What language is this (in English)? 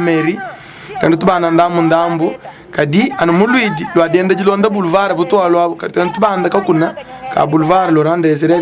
Luba-Lulua